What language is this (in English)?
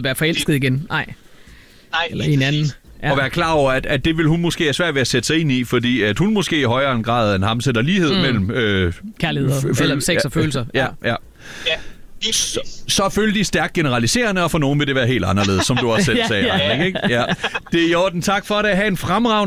Danish